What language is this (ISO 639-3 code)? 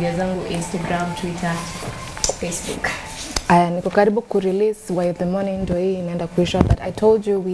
swa